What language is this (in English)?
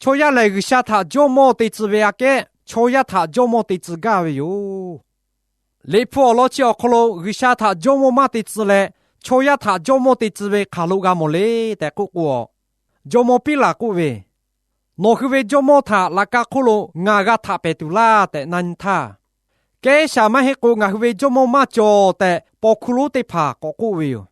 Lahu